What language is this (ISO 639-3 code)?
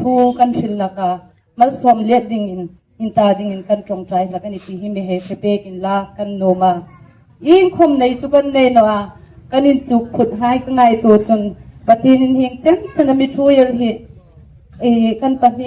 hmr